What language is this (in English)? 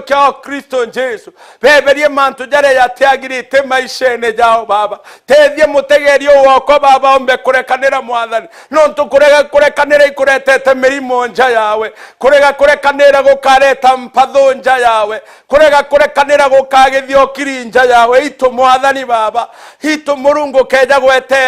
Meru